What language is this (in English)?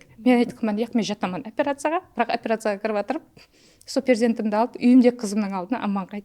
Kara-Kalpak